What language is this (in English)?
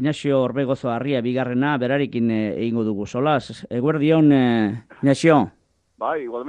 Basque